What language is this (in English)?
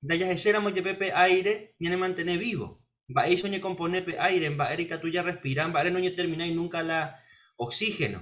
Guarani